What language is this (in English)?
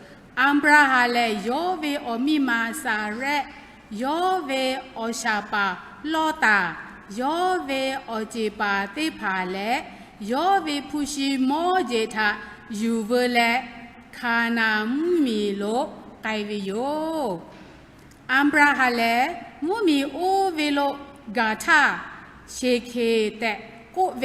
Lahu